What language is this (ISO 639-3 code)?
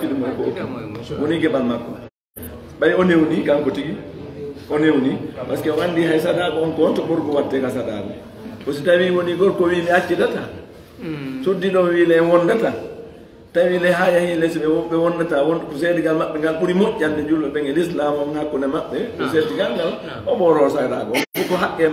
ful